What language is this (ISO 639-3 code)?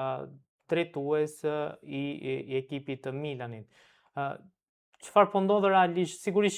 sqi